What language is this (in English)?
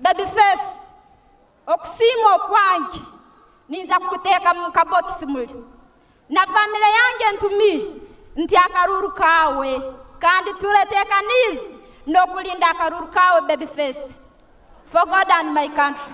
Nyankole